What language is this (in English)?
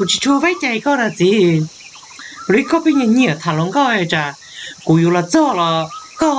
Hmong